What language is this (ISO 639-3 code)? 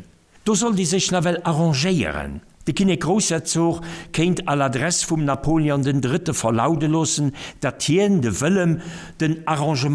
ltz